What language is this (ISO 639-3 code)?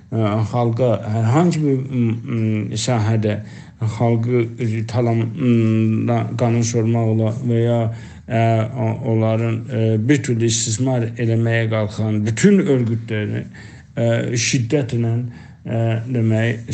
azb